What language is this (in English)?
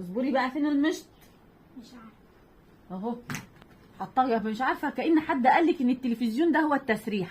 Egyptian Arabic